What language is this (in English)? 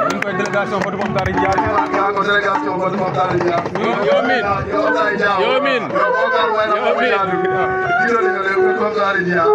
Fula